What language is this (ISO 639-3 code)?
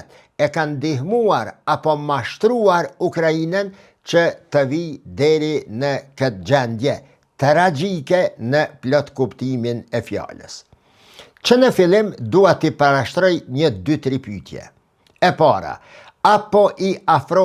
sqi